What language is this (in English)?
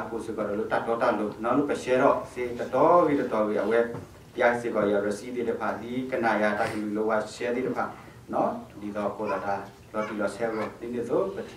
S'gaw Karen